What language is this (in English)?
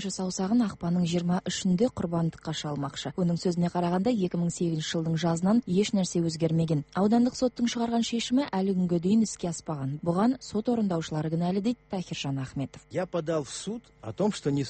Kazakh